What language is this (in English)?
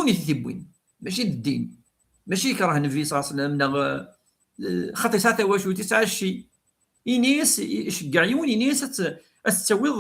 Kabyle